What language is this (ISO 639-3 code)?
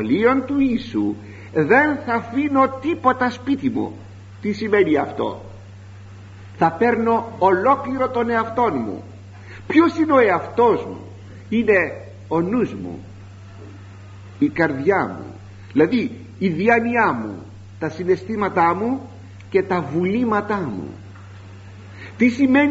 ell